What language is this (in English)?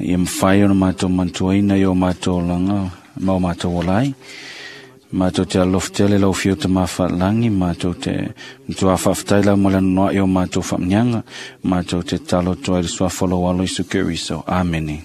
Samoan